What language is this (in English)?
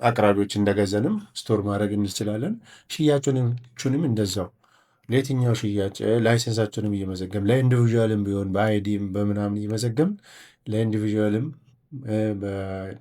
Amharic